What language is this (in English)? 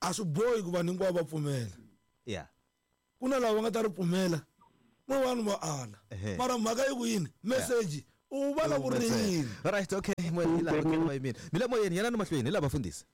Tsonga